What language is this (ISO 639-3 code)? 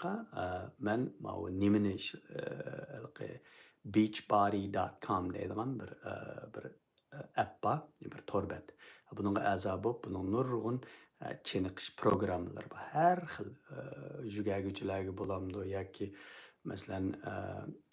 uig